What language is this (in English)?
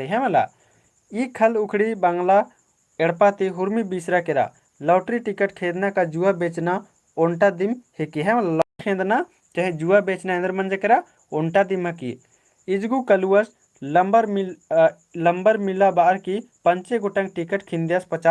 Kurukh